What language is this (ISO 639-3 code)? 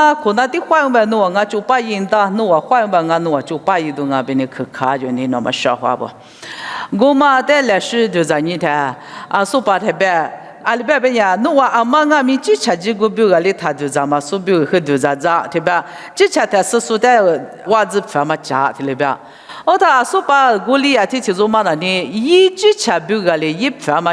lis